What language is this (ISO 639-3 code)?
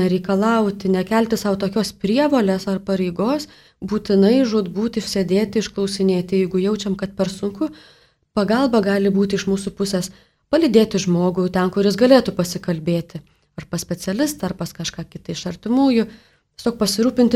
lit